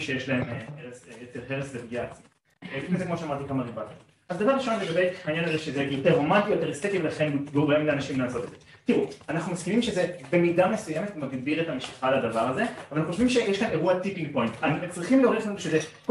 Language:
Hebrew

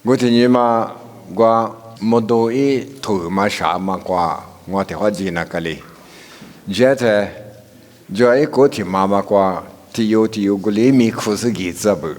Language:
Lisu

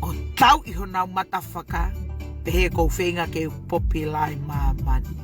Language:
Tongan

